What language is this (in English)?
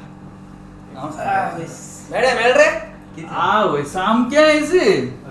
Konkani